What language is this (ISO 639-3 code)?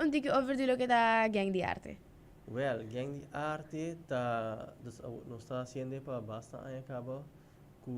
pap